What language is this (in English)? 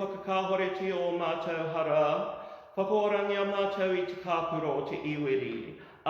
Māori